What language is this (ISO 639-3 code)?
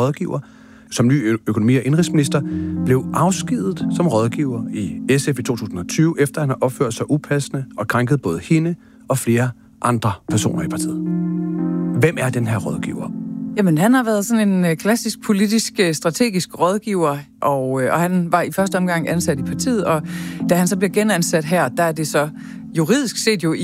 dan